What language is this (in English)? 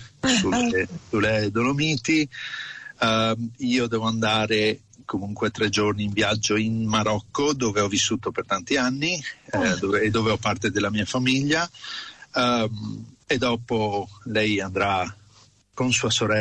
Italian